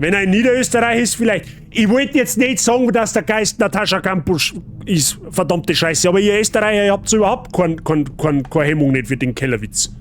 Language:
Bavarian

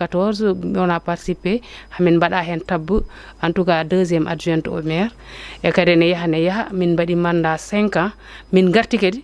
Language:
Fula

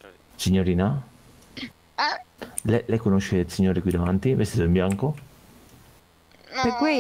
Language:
Italian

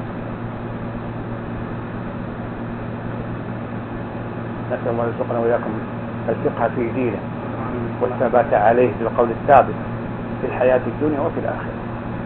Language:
Arabic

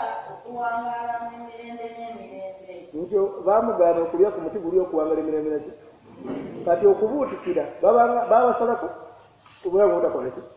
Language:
Ganda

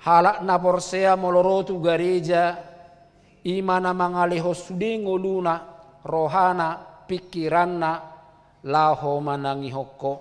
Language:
Batak Toba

